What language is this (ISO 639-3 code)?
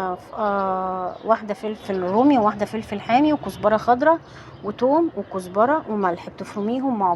arz